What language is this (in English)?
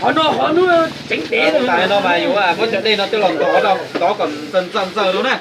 Hmong